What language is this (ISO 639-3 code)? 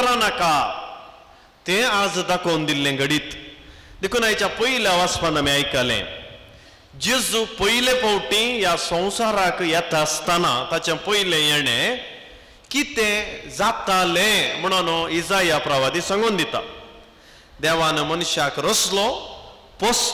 kok